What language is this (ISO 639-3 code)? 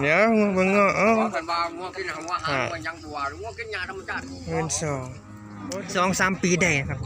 tts